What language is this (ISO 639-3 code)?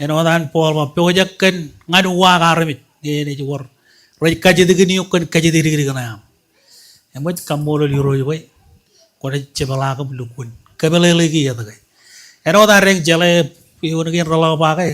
mah